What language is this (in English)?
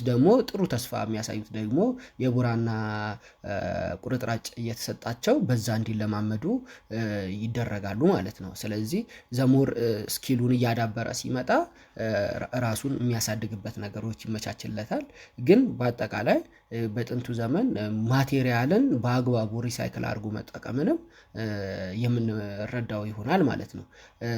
Amharic